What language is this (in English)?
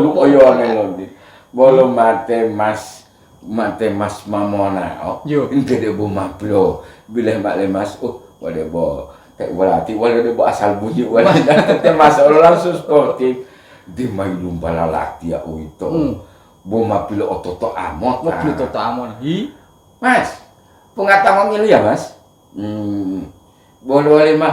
Gorontalo